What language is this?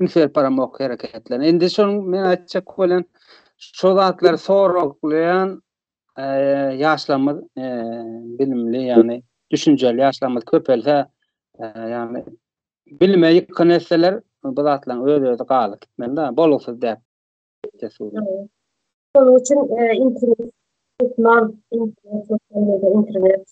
Turkmen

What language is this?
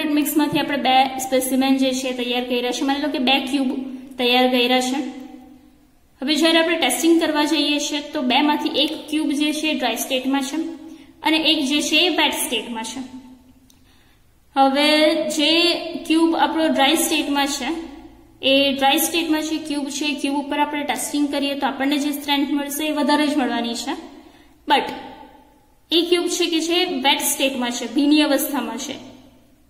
Gujarati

